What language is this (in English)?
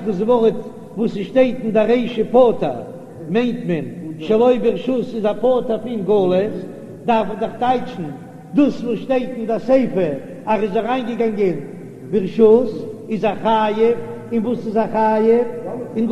Yiddish